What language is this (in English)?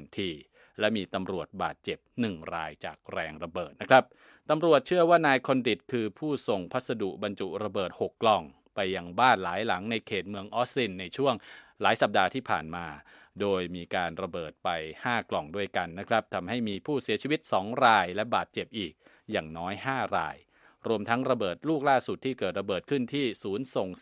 Thai